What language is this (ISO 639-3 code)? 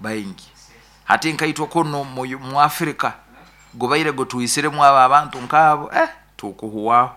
nyo